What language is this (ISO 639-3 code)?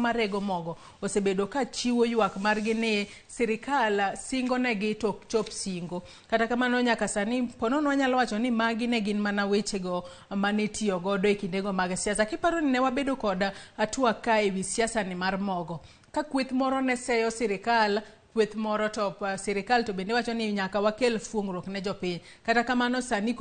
luo